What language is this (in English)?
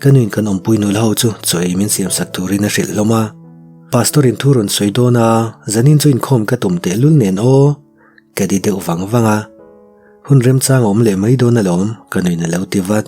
Mizo